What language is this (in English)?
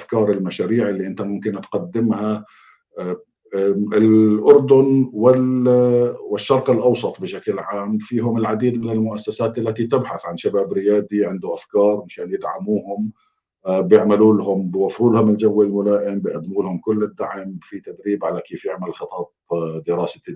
North Levantine Arabic